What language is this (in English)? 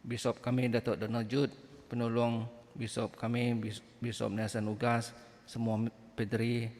Iban